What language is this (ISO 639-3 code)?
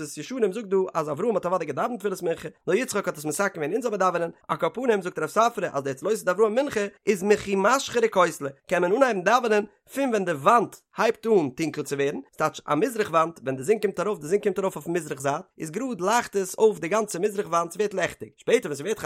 yid